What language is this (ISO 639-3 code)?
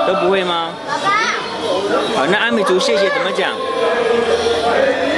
zho